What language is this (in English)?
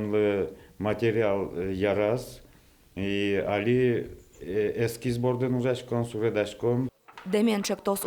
Udmurt